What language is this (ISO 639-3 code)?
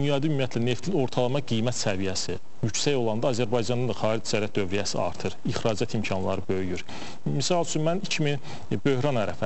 aze